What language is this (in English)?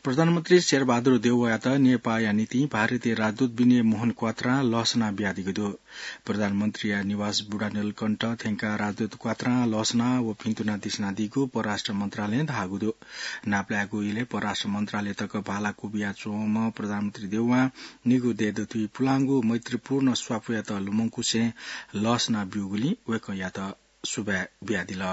Newari